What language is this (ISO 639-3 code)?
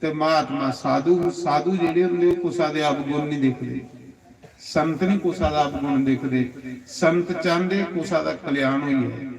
doi